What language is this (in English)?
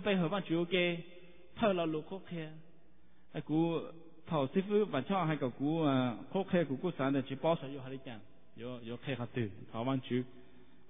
Vietnamese